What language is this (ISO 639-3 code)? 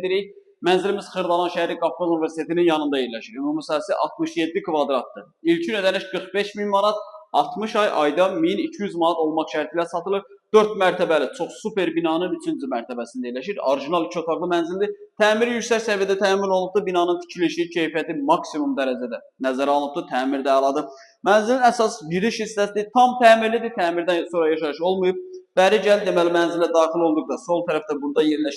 aze